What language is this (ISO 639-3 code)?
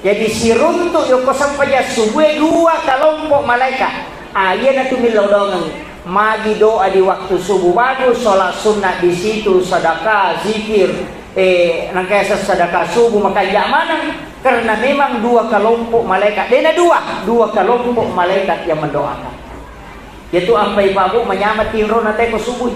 bug